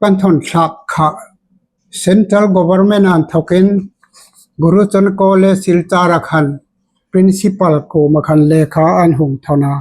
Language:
Hmar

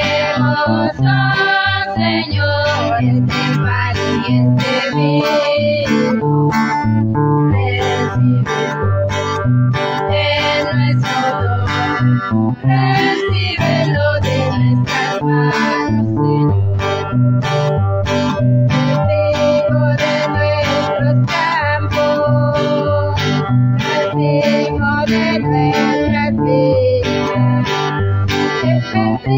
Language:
Spanish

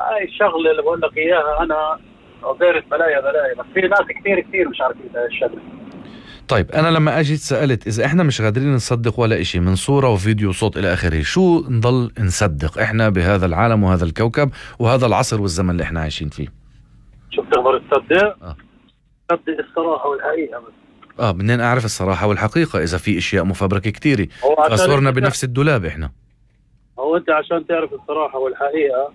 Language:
North Levantine Arabic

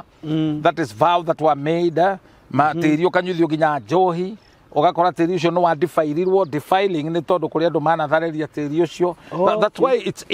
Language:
Kikuyu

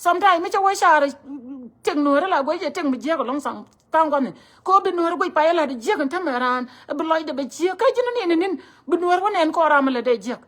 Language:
Nuer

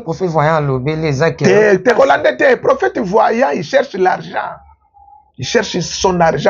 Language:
Lingala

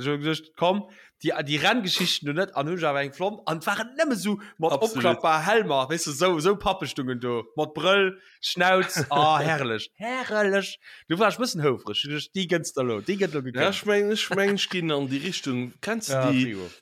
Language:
Luxembourgish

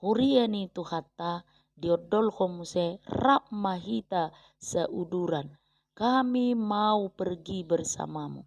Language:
Batak Toba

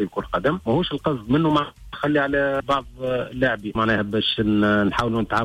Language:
Tunisian Arabic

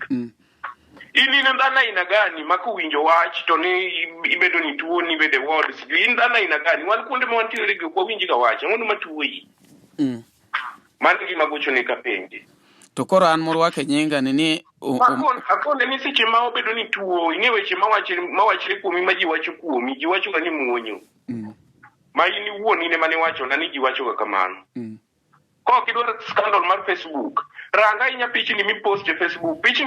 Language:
Luo (Kenya and Tanzania)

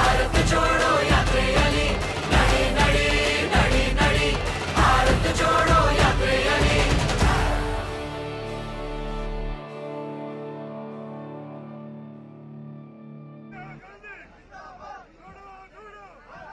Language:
Kannada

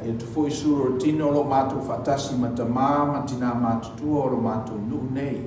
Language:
Samoan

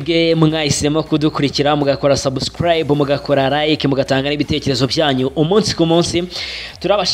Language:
Kinyarwanda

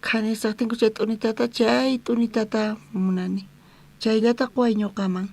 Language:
South Bolivian Quechua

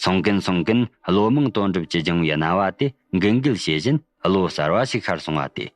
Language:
Tibetan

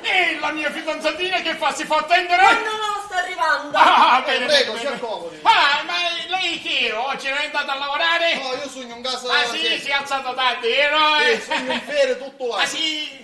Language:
Sicilian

